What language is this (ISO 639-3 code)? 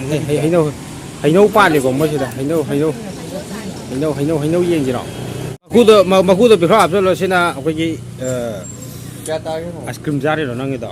mni